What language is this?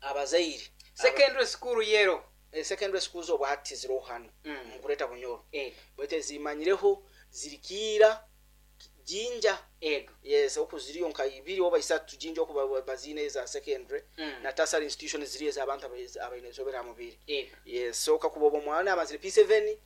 Nyoro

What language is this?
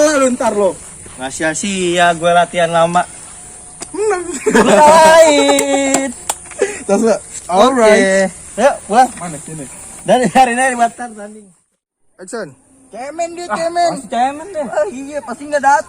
Betawi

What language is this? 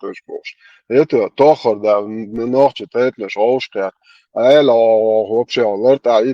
Chechen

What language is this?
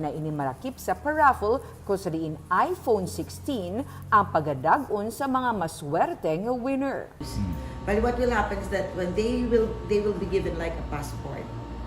Hiligaynon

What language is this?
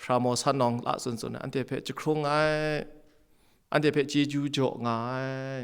Kachin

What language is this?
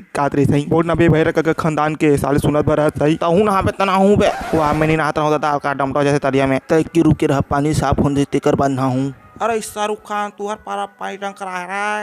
Chhattisgarhi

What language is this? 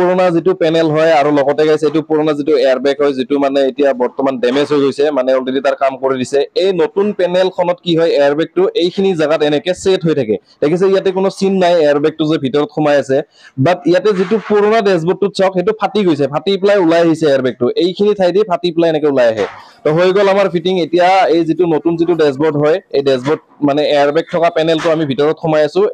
Assamese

